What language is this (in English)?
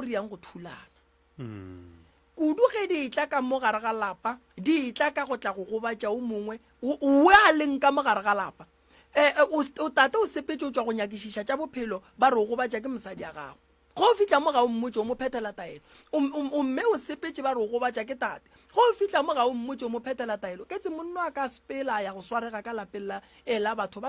Northern Sotho